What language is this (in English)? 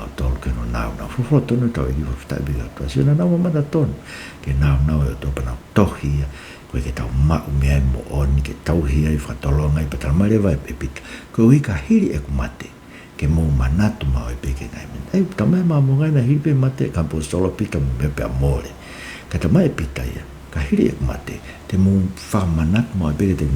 Tongan